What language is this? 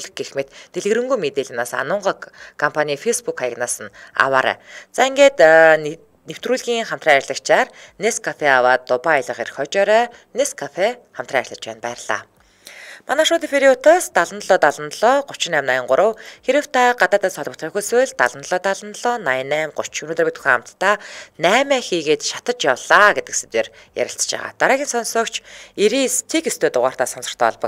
Mongolian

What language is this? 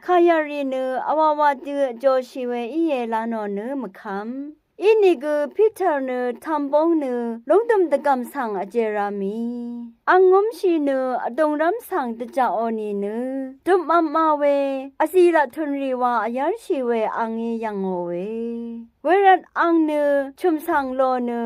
Rawang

